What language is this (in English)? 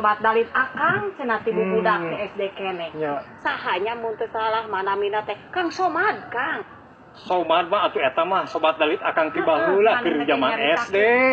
Sundanese